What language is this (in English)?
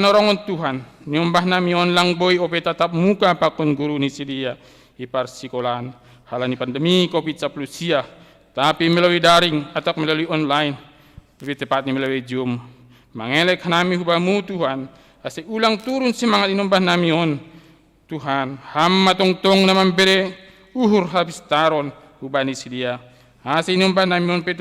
Batak Simalungun